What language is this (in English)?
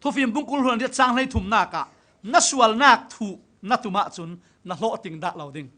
Falam Chin